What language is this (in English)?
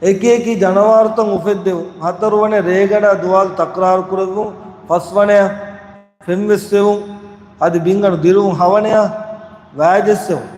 Divehi